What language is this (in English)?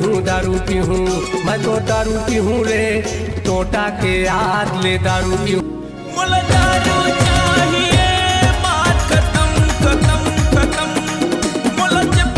Chhattisgarhi